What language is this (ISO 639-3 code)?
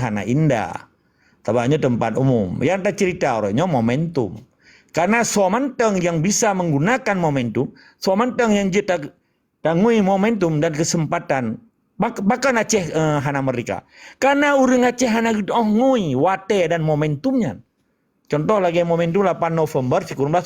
ace